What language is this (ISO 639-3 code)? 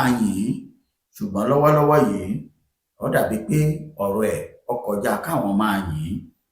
yor